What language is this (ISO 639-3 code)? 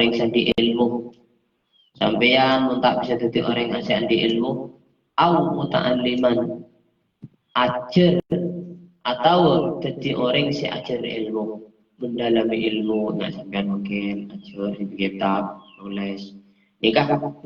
mad